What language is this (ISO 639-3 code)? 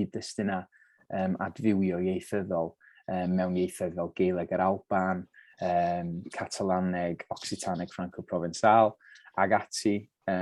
cym